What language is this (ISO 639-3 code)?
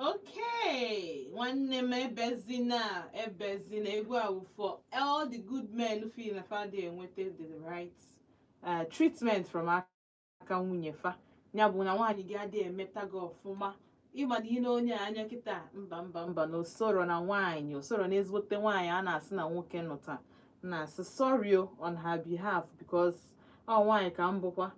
ibo